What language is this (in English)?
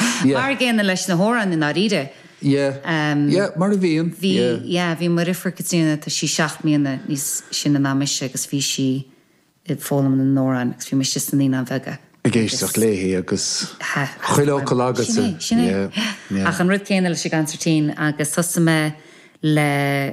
Irish